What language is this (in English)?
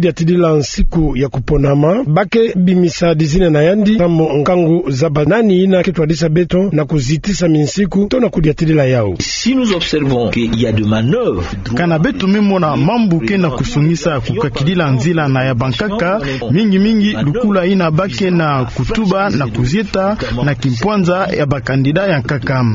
Kituba (Democratic Republic of Congo)